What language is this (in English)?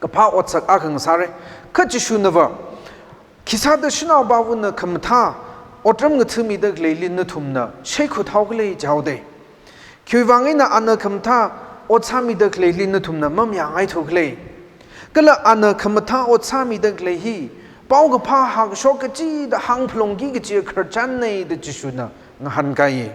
Tangkhul Naga (India)